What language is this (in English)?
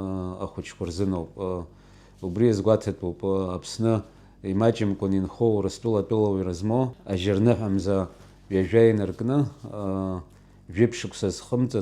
Abkhazian